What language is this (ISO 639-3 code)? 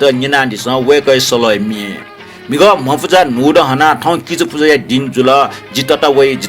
new